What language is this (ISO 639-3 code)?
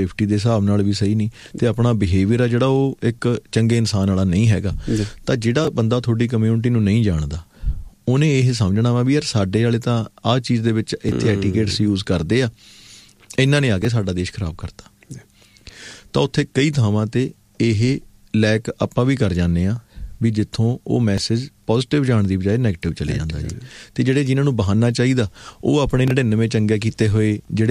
pan